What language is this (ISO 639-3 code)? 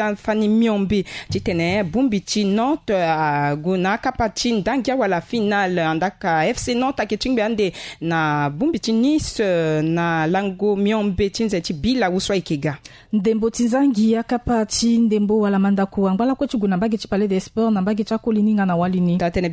sag